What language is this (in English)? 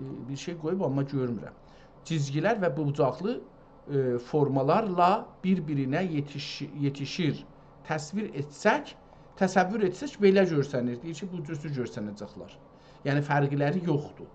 South Azerbaijani